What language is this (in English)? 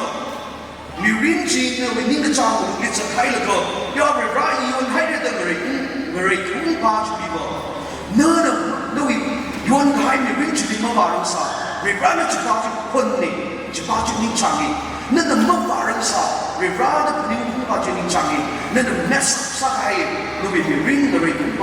Tangkhul Naga (India)